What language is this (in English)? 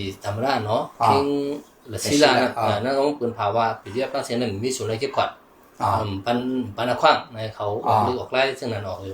Shan